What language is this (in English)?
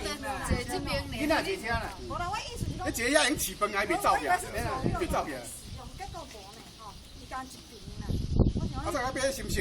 Min Nan Chinese